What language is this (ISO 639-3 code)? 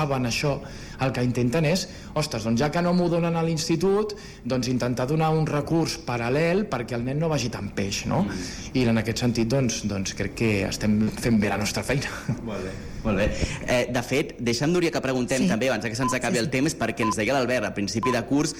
cat